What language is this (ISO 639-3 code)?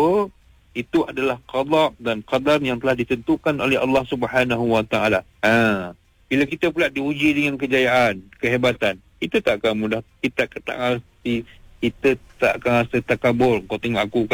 msa